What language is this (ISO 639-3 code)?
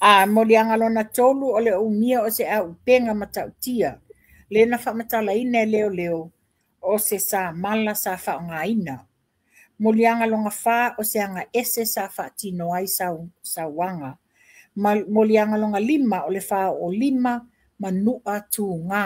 smo